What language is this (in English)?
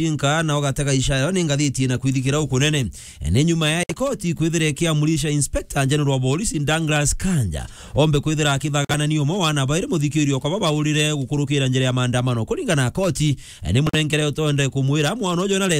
Meru